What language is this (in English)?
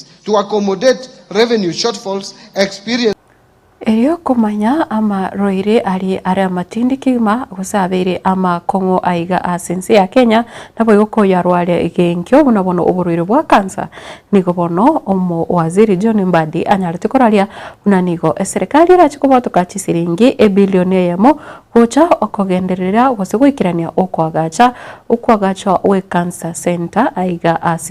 Gusii